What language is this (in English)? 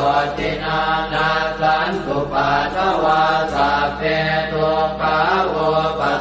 Pali